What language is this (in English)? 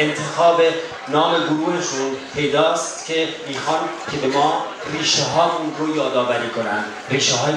Persian